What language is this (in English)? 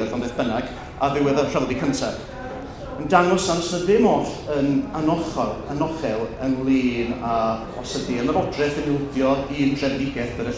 Welsh